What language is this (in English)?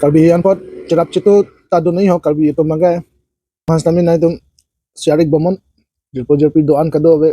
Karbi